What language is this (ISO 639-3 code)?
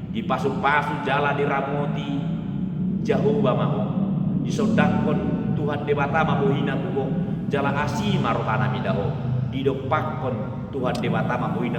bbc